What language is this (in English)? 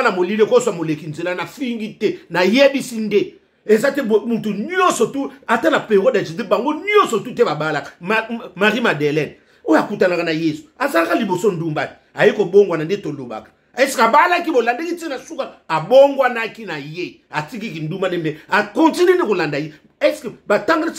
Lingala